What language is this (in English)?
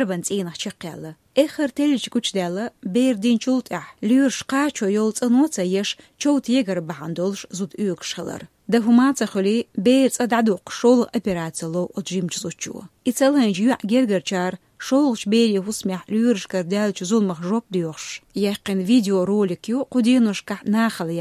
Chechen